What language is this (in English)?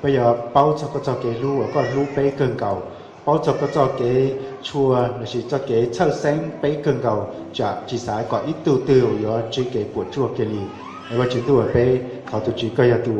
Hmong